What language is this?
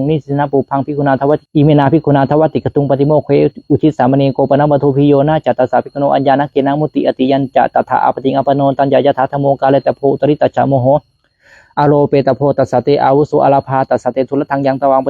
Pali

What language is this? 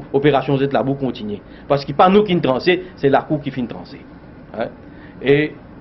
Morisyen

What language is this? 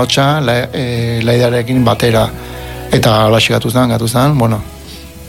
Basque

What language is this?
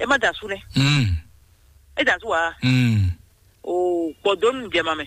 Fon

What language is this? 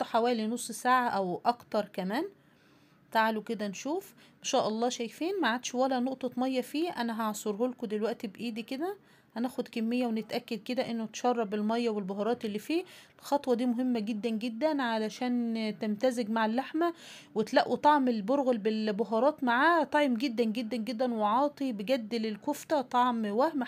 Egyptian Arabic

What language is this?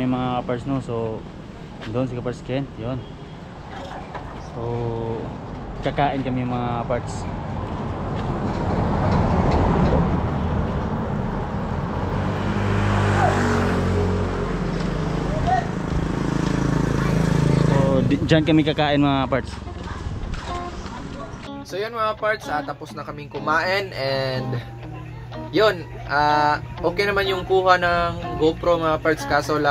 Filipino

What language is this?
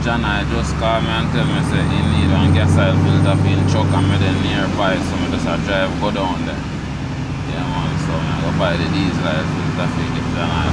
Jamaican Creole English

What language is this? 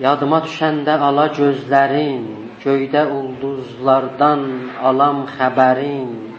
South Azerbaijani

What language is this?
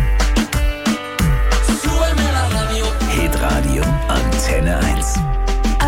German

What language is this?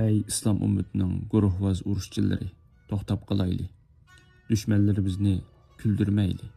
Uyghur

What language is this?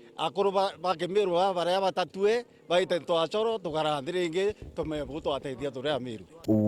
Meru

